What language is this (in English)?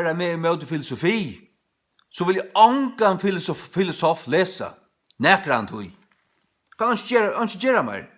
Faroese